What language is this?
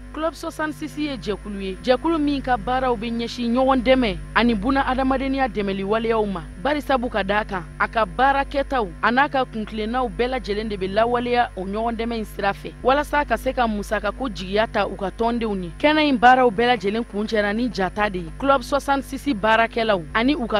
Bambara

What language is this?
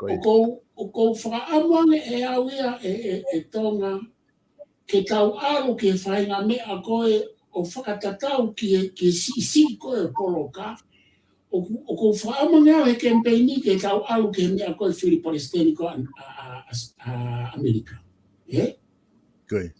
Tongan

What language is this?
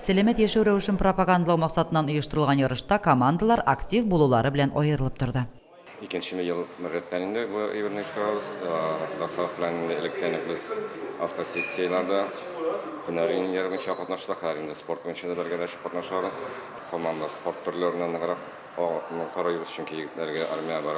Tatar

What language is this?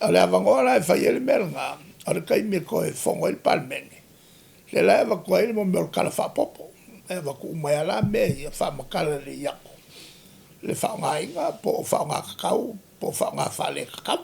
Samoan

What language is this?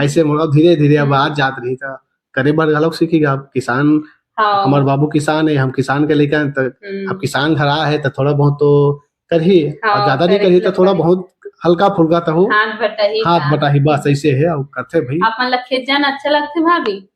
Chhattisgarhi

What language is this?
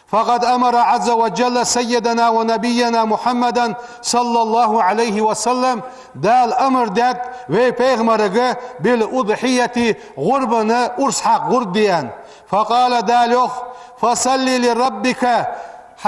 Ingush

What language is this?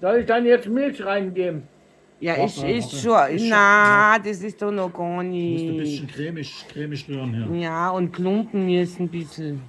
Bavarian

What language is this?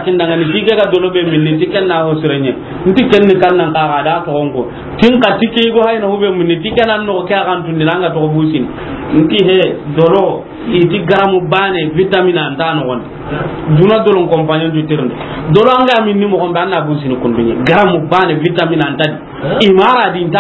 Soninke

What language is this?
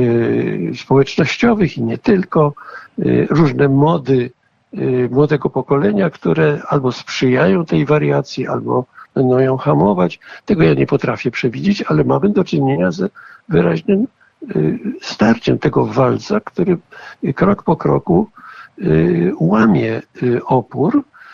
Polish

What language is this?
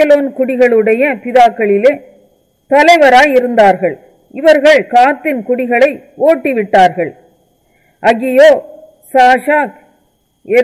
Tamil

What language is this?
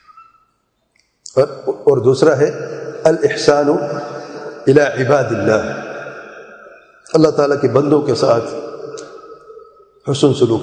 Urdu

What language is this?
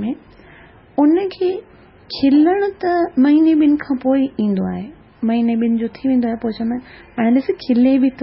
Sindhi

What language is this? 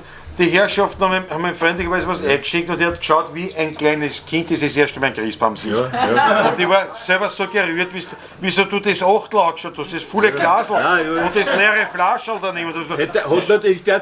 Bavarian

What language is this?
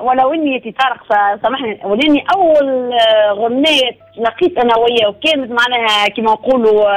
Tunisian Arabic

